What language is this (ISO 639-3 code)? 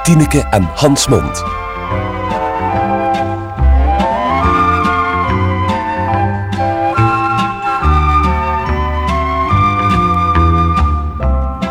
nld